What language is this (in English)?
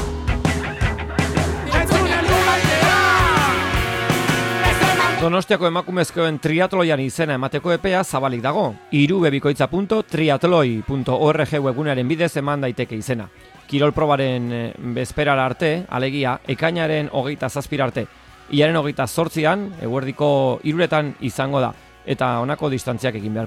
Basque